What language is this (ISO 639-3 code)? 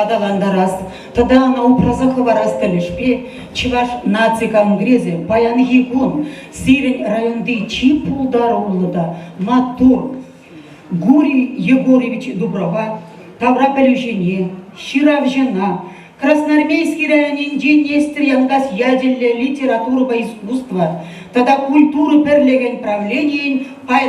chv